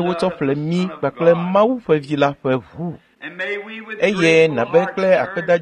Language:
Ewe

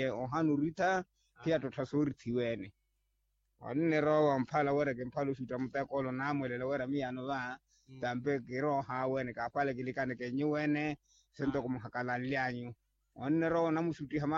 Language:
Makhuwa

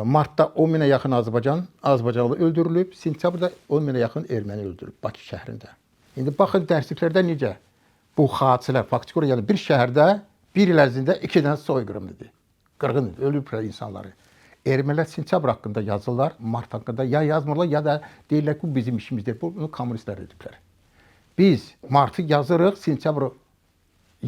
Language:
Azerbaijani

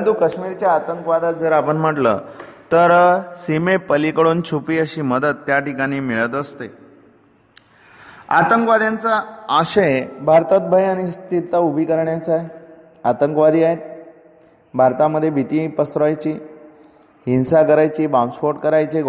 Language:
Marathi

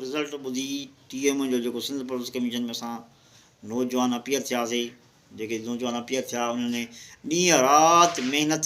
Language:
Sindhi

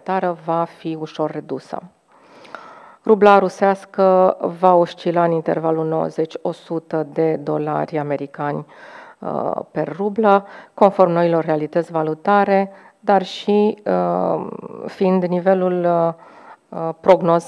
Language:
Romanian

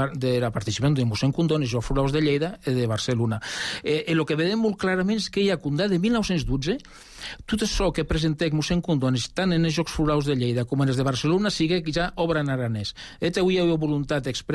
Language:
Catalan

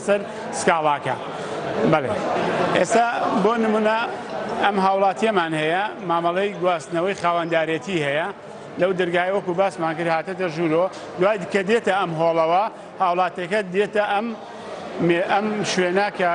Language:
Central Kurdish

